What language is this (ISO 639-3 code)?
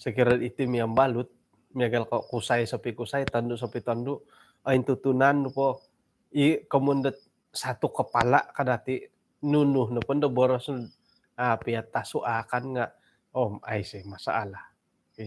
dtp